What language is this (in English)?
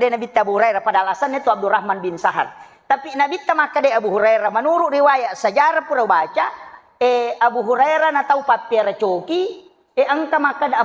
Buginese